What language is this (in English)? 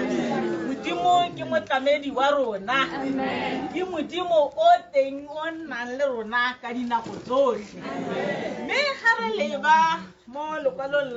Tswana